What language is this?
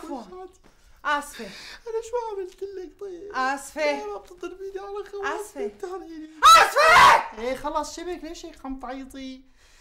North Levantine Arabic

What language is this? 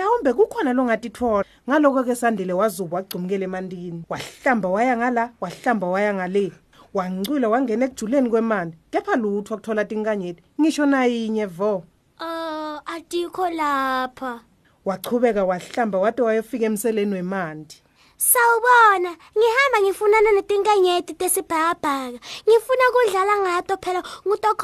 Swati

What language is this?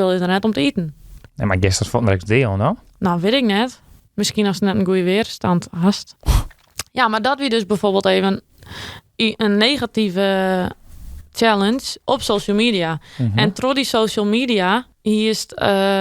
Western Frisian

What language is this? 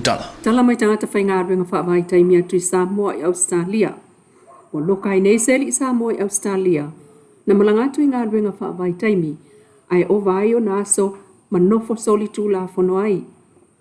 Samoan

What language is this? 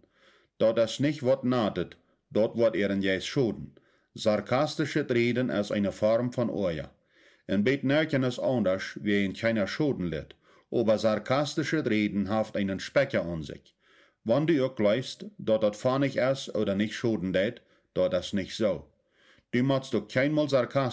Plautdietsch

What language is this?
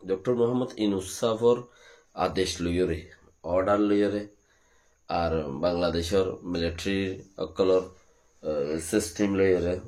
Rohingya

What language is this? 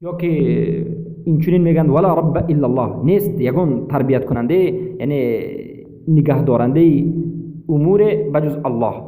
Persian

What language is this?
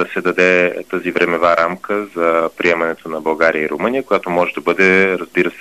Bulgarian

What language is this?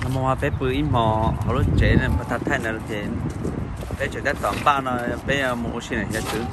Hmong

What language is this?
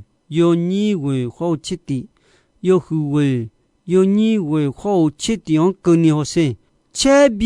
Akha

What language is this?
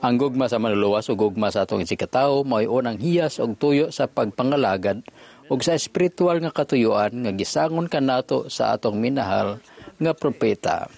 Cebuano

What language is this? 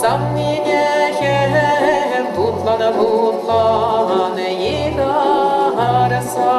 Chuvash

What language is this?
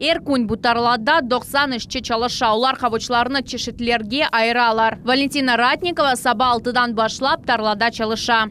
Crimean Tatar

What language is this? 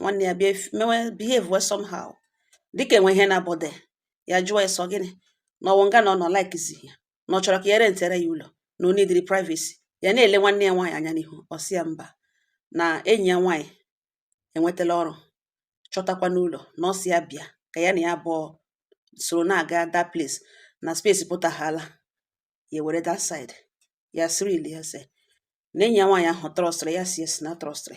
Igbo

